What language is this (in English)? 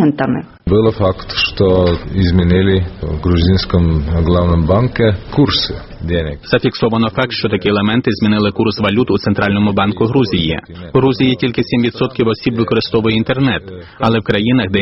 Ukrainian